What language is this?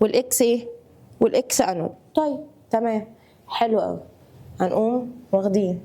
Egyptian Arabic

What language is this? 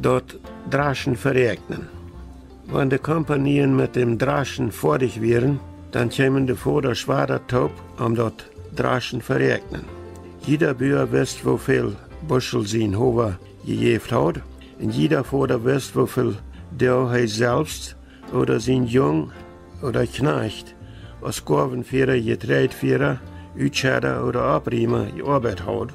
Plautdietsch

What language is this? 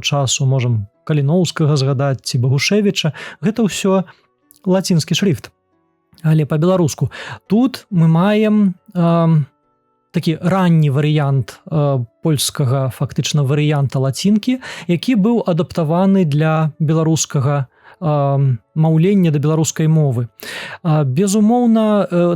Belarusian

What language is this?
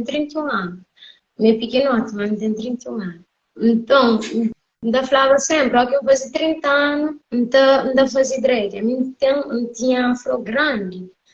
Kabuverdianu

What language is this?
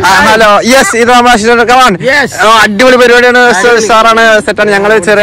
Malayalam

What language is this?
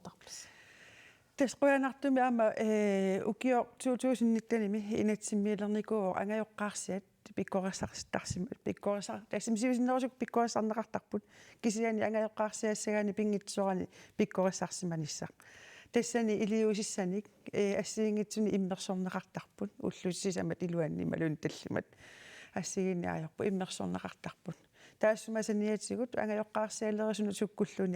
Kalaallisut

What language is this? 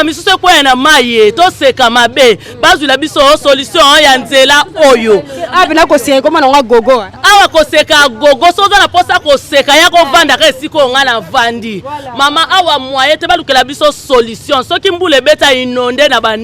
Lingala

